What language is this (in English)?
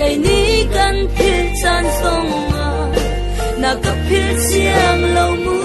Falam Chin